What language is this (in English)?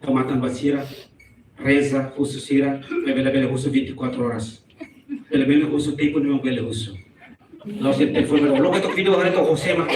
Tetum